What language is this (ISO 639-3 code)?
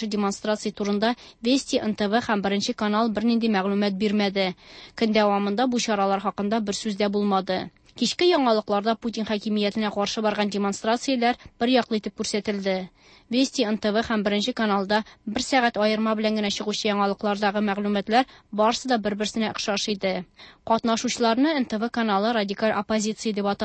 tat